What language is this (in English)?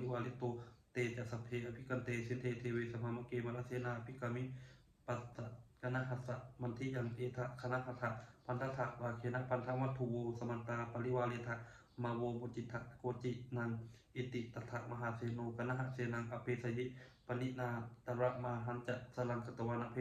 Pali